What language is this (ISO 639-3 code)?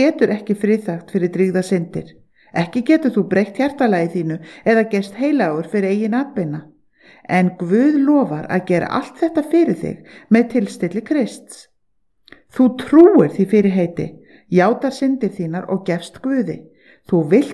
isl